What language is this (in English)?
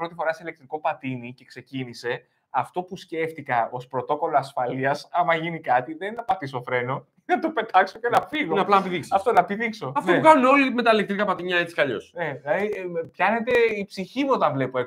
Greek